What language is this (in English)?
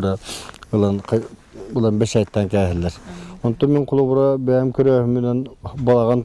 Yakut